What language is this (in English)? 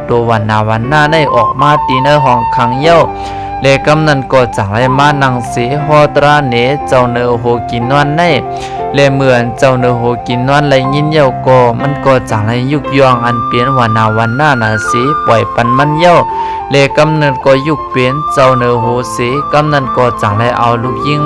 Shan